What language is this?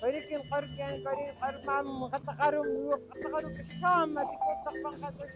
Poqomchi'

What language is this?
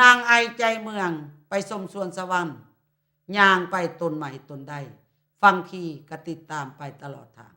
Lao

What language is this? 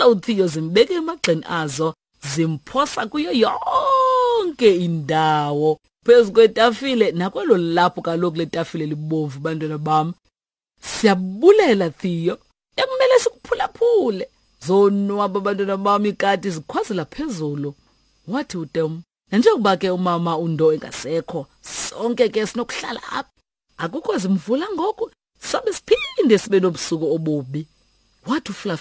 Xhosa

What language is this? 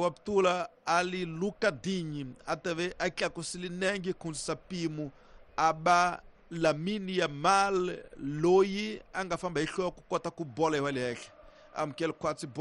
Tsonga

